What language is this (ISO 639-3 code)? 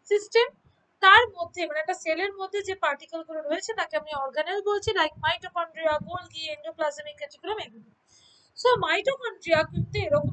ben